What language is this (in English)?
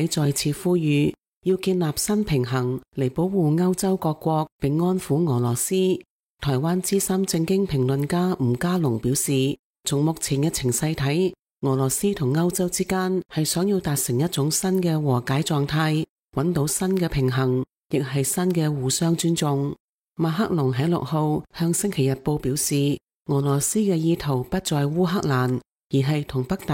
Cantonese